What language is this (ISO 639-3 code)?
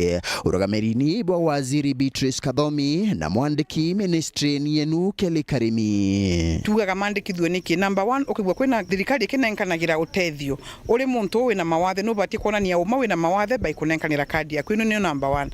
mer